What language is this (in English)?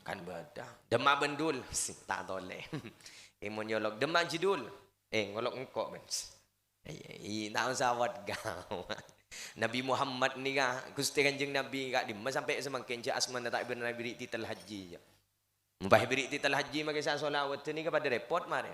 Madurese